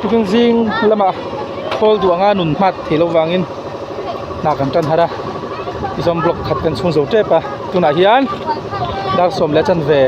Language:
Mizo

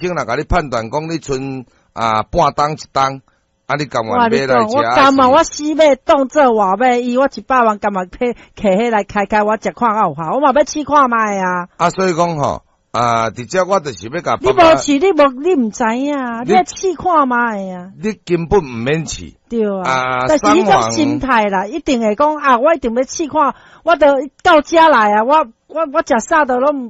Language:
Min Nan Chinese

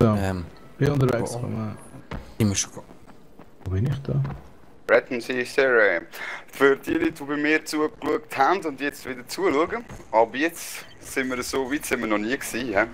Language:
Swiss German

